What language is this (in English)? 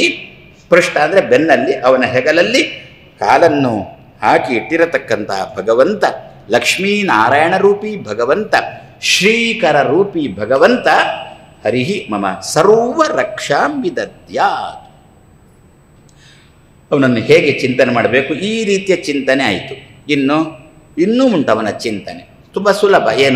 Kannada